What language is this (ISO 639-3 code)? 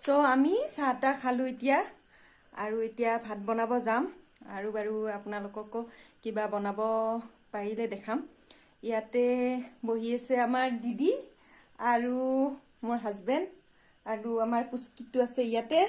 asm